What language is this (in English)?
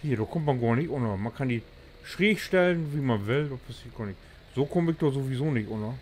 Low German